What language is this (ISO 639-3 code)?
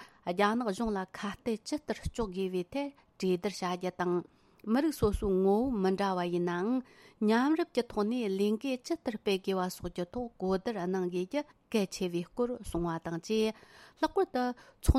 bod